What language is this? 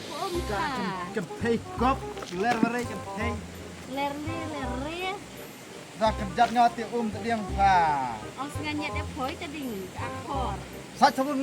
Khasi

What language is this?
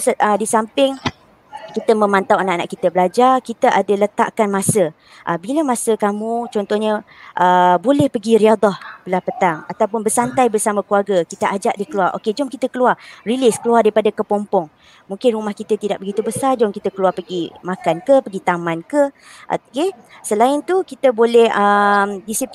Malay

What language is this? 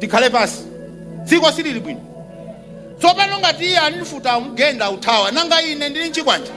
Nyanja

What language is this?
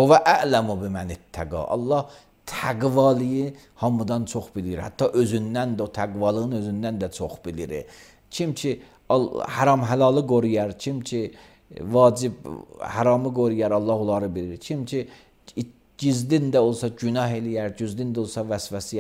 Azerbaijani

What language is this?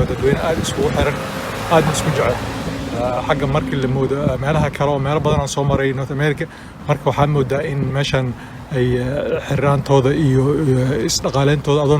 Somali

